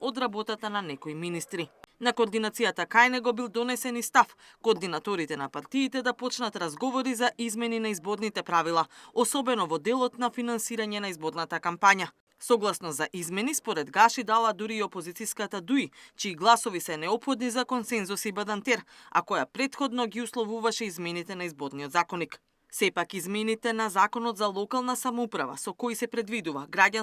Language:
Macedonian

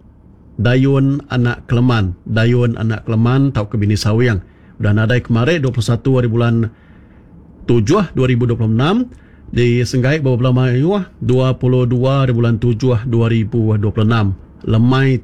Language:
Iban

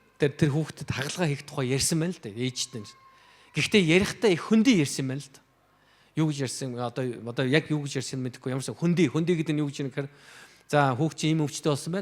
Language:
Mongolian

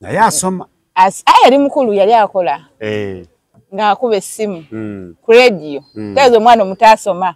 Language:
Ganda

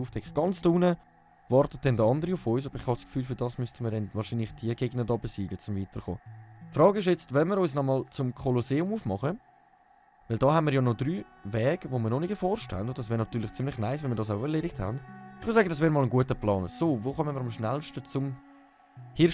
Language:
Swiss German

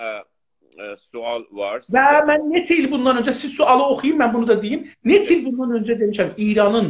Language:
South Azerbaijani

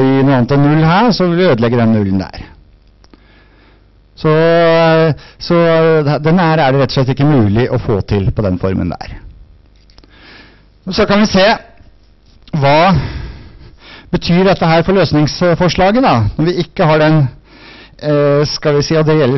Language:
Norwegian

